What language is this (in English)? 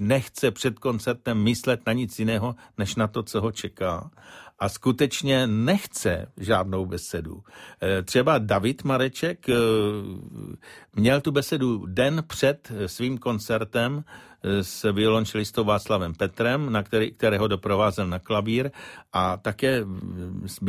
Czech